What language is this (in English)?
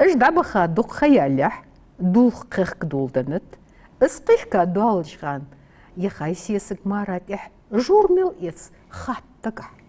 Ingush